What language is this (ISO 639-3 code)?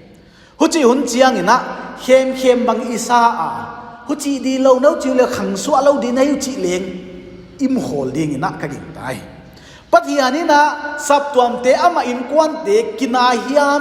pck